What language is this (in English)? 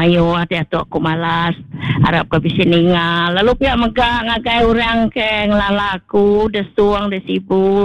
Iban